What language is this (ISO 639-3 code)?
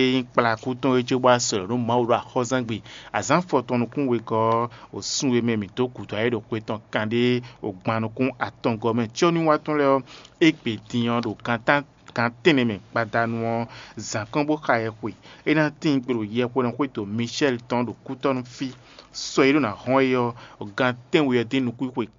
fon